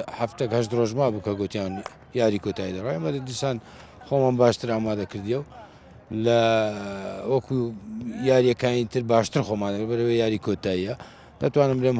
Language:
Central Kurdish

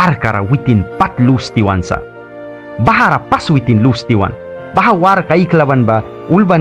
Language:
Mískito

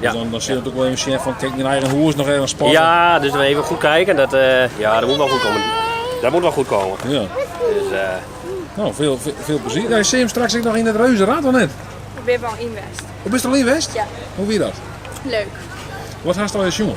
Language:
Western Frisian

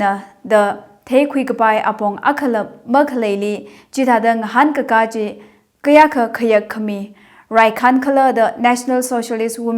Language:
Tangkhul Naga (India)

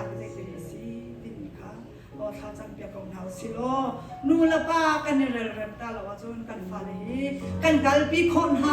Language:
Hakha Chin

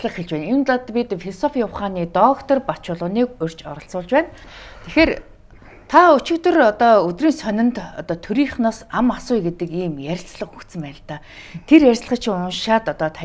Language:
Mongolian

